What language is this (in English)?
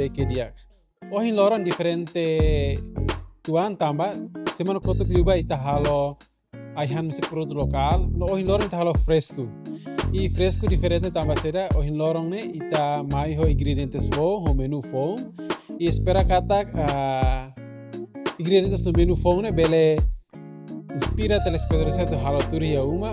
Tetum